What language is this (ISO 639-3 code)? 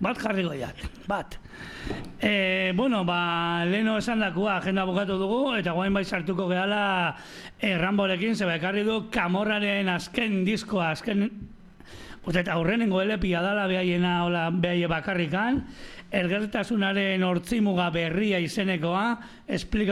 eus